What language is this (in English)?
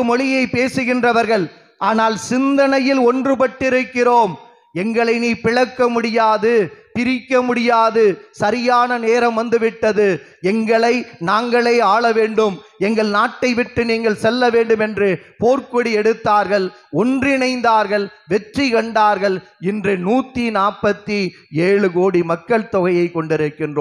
Tamil